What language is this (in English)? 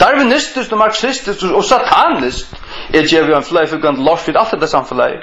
Faroese